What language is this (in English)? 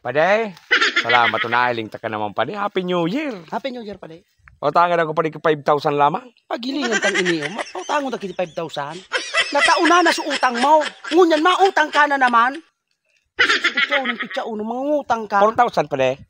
Bikol